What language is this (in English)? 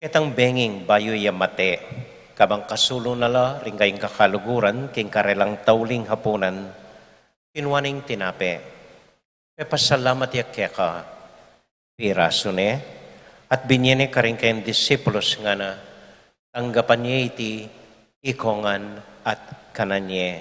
Pampanga